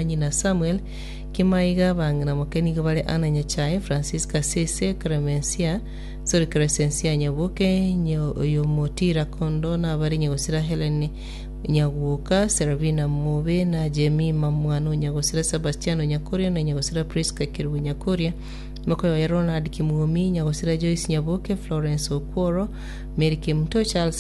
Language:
Gusii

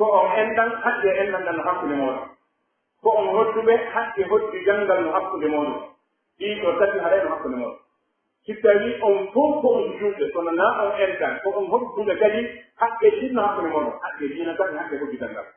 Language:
Pular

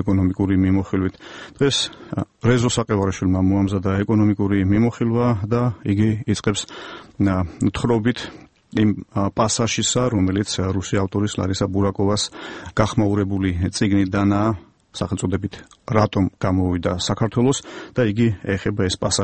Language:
Georgian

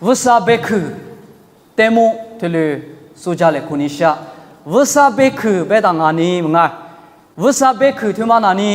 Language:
Lisu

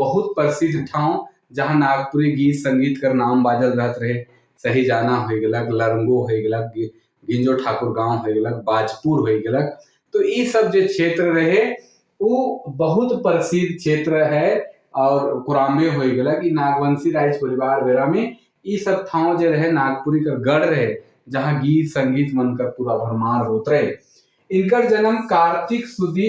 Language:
Sadri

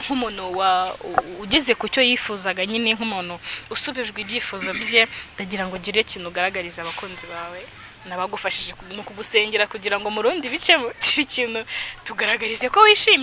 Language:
Kinyarwanda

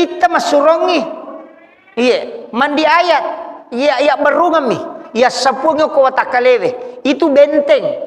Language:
Buginese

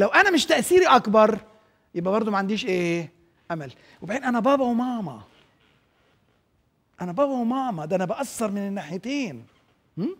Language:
Egyptian Arabic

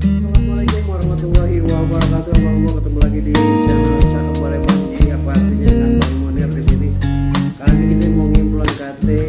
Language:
Betawi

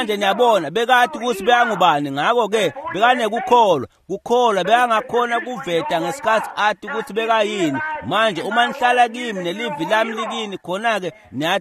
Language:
Swati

